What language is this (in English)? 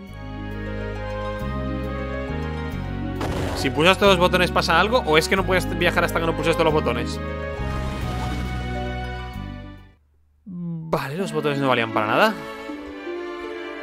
Spanish